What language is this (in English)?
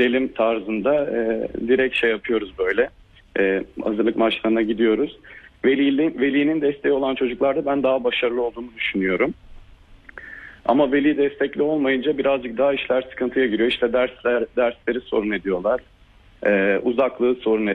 Turkish